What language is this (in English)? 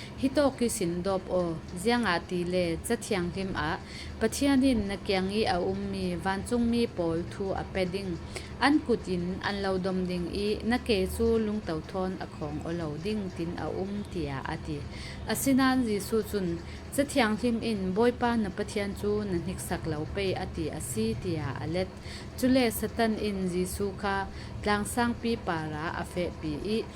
Falam Chin